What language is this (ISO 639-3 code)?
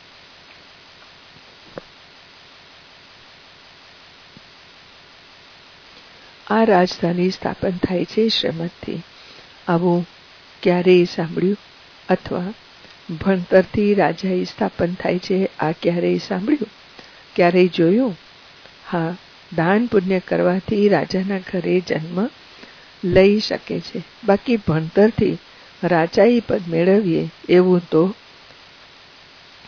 guj